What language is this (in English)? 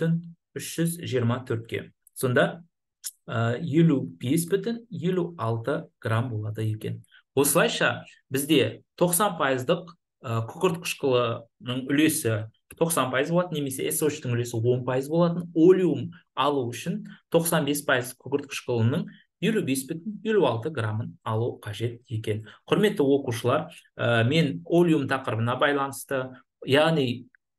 Kazakh